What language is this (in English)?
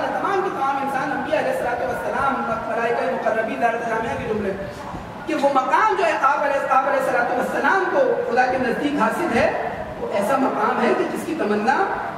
Urdu